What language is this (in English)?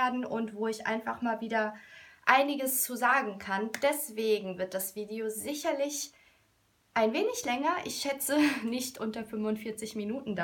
German